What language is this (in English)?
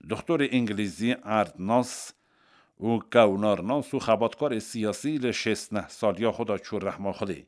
Kurdish